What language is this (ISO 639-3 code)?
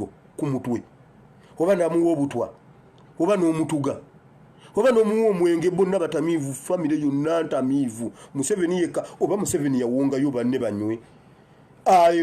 lug